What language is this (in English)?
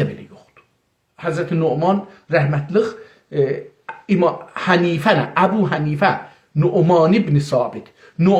South Azerbaijani